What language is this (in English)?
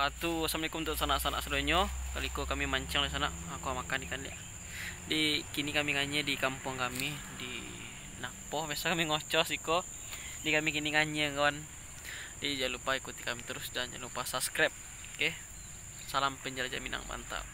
Minangkabau